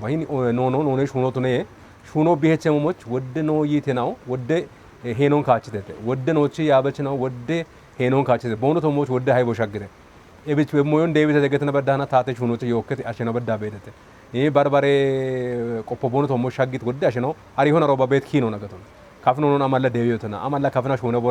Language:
Kafa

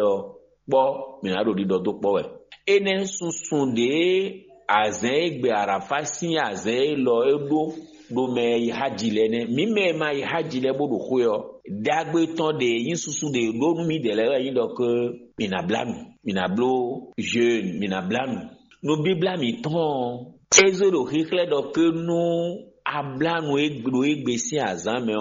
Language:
Fon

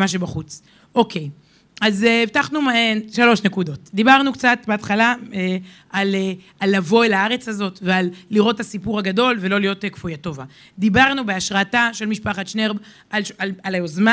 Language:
Hebrew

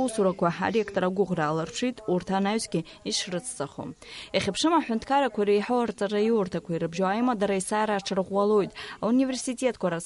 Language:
Abkhazian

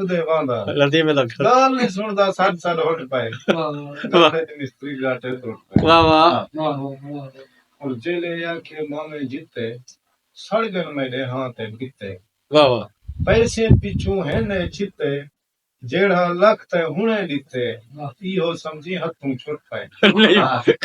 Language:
Saraiki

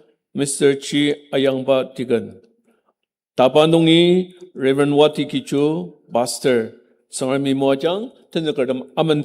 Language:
Ao Naga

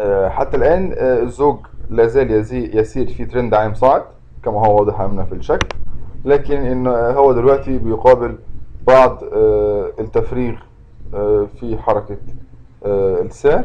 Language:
Egyptian Arabic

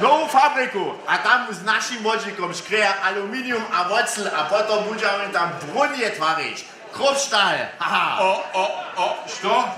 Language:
Upper Sorbian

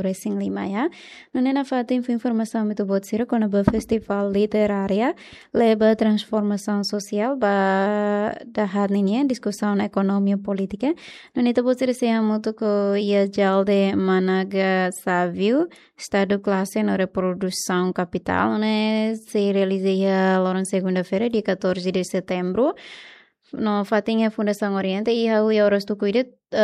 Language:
Tetum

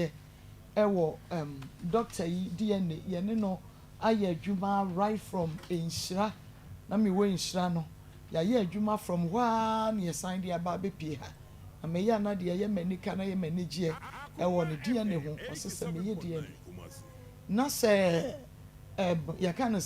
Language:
Akan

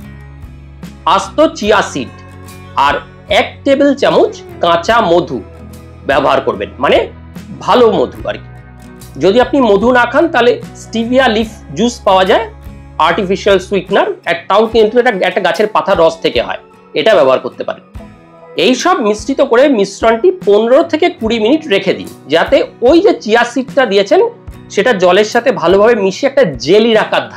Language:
Bangla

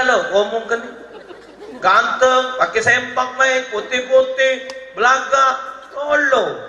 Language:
Musi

